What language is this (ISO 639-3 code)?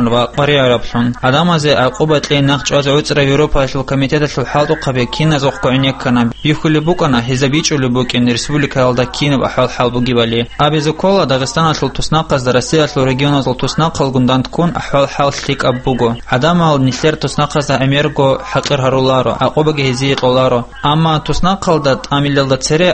ava